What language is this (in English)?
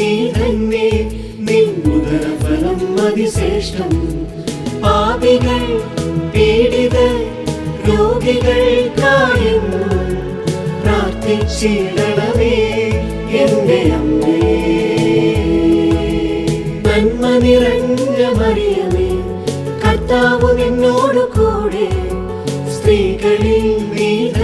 Malayalam